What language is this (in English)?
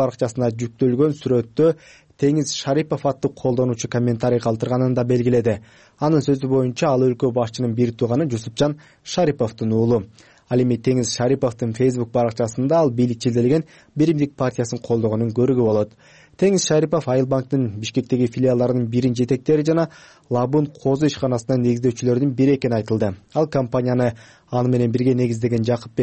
Kyrgyz